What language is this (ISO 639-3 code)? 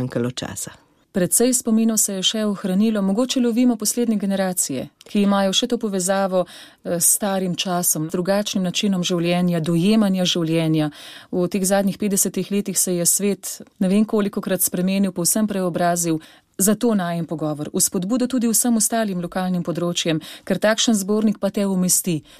slv